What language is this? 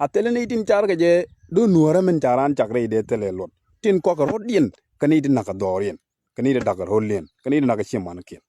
Nuer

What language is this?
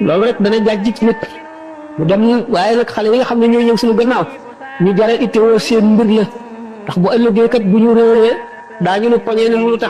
Wolof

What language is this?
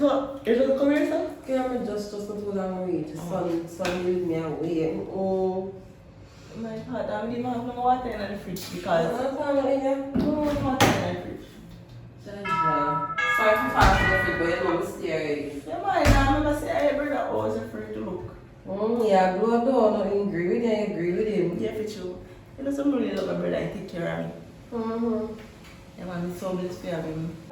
Jamaican Creole English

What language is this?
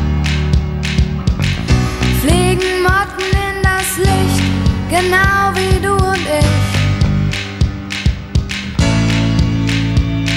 German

